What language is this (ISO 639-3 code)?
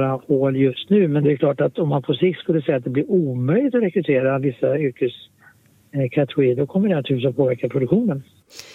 swe